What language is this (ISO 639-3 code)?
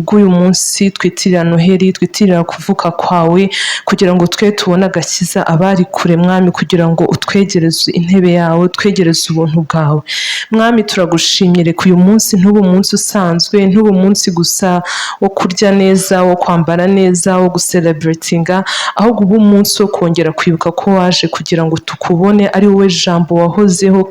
kin